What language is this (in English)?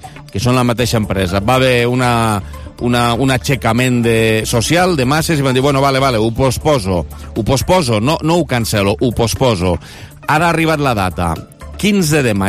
Catalan